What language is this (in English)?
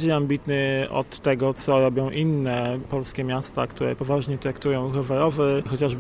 Polish